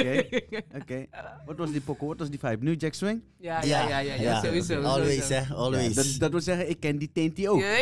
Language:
Dutch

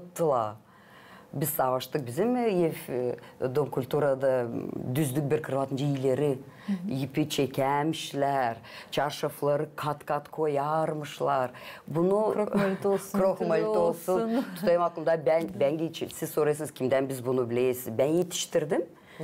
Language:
Gagauz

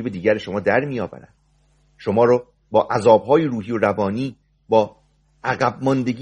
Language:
Persian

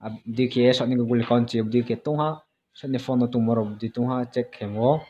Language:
Riang (India)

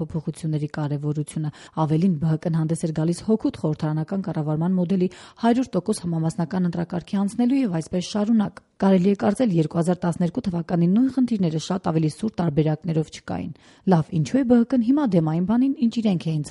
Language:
Armenian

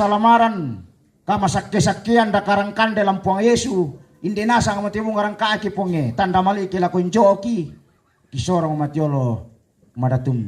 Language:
Toraja-Sa'dan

